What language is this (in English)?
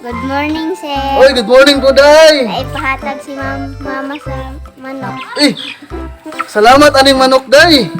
Cebuano